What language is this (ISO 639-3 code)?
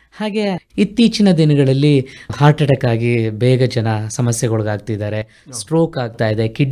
kan